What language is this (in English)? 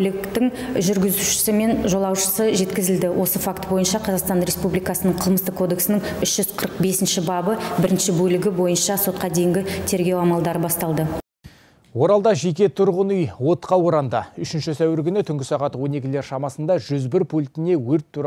Kazakh